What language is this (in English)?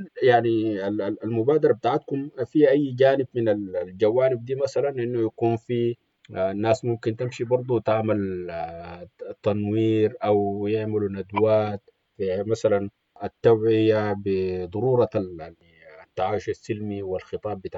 Sudanese Arabic